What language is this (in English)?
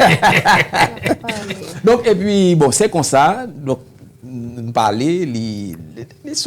Haitian Creole